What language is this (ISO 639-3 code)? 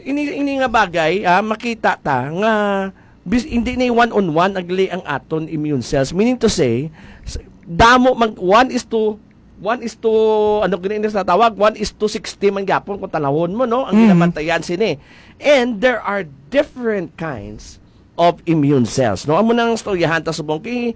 hil